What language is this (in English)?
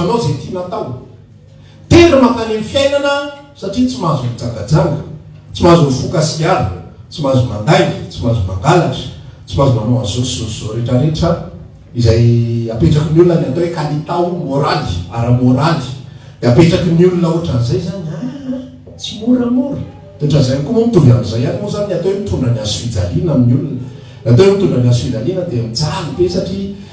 Malagasy